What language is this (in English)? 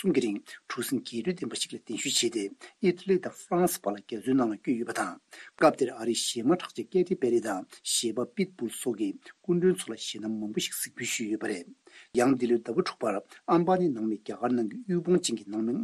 Tibetan